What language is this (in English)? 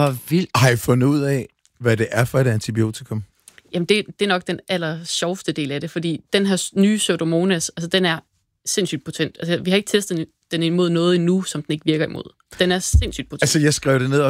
Danish